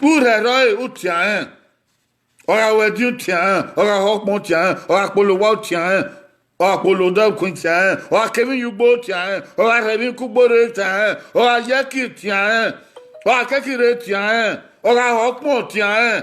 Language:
Bini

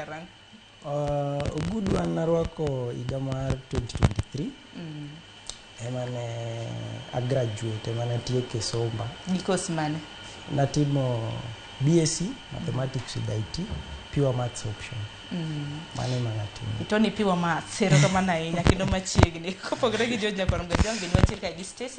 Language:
Luo (Kenya and Tanzania)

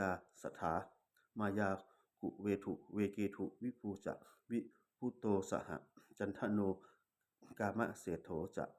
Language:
Pali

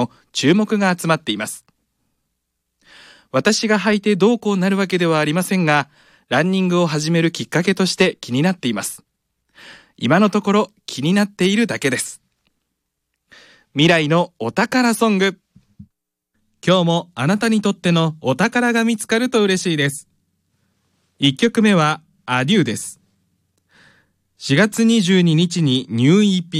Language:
Japanese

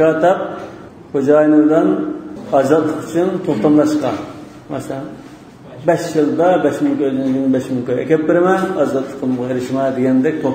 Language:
Uyghur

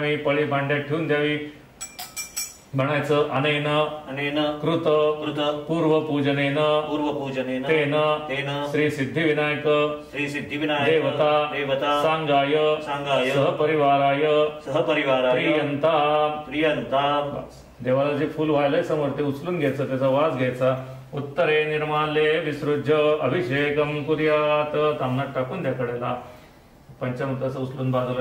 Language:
Marathi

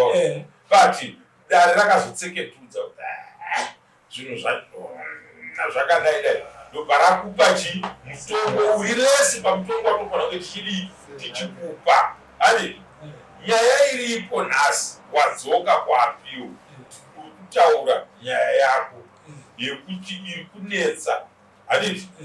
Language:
Shona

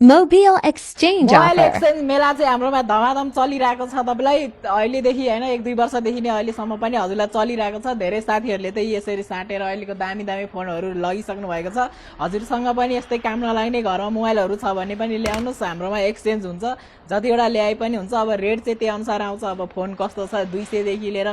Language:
Nepali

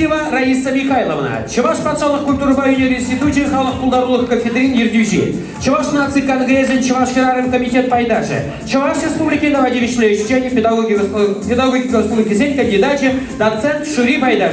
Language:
Chuvash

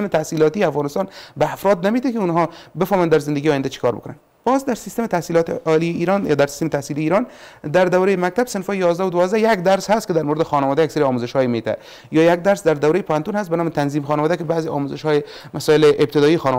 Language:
Persian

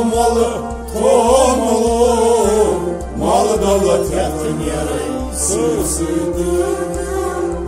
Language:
Kashmiri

